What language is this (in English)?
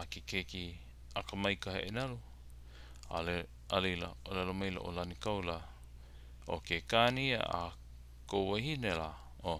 Hawaiian